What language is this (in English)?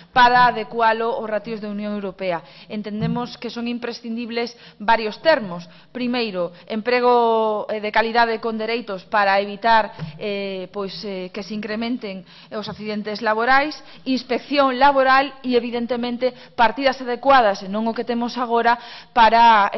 Galician